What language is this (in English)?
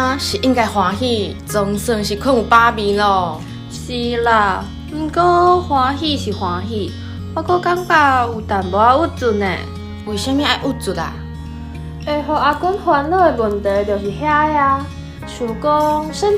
Min Nan Chinese